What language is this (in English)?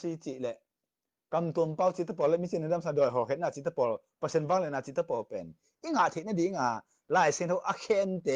Tedim Chin